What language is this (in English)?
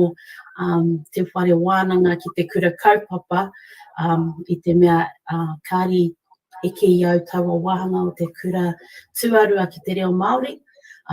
Māori